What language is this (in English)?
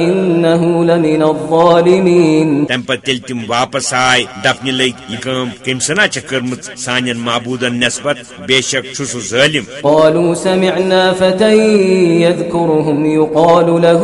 Kashmiri